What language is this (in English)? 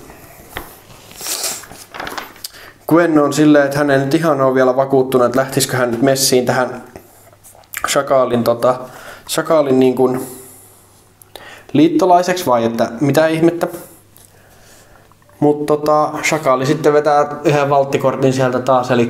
Finnish